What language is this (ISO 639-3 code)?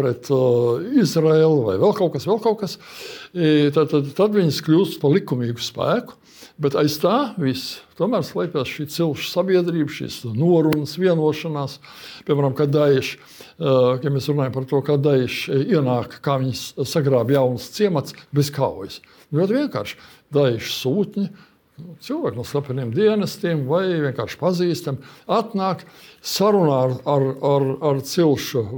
lav